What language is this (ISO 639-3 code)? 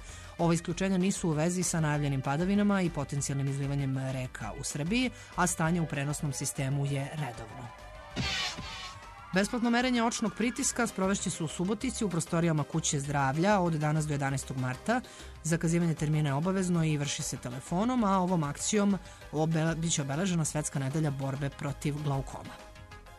srp